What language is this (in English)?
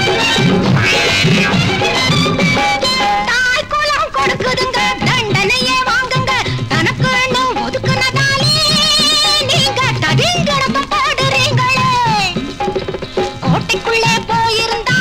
Tamil